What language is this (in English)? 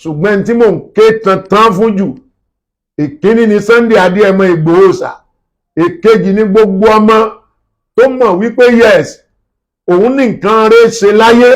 Yoruba